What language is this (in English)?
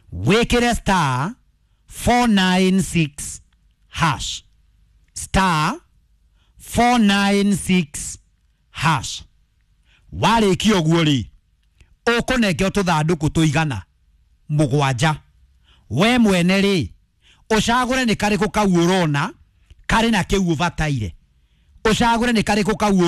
Kikuyu